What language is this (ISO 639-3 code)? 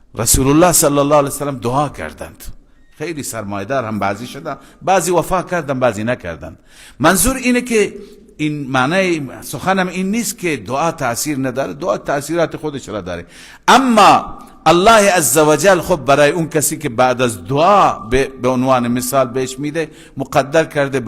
fas